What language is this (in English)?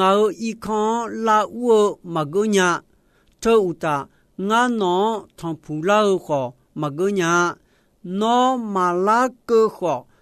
Akha